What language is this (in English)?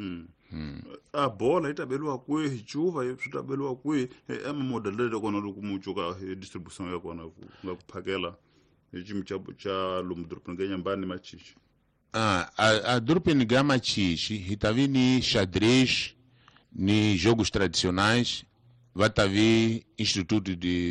Tsonga